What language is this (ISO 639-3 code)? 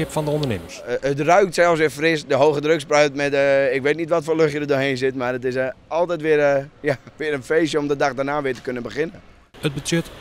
fry